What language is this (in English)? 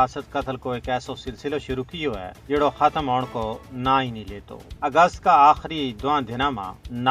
Gujari